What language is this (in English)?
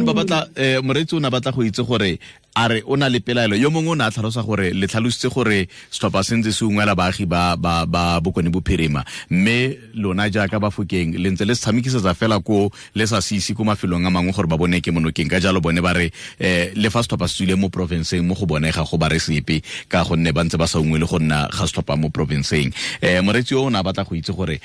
Tswana